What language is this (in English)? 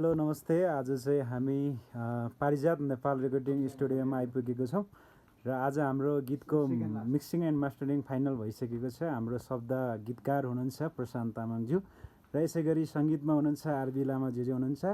Nepali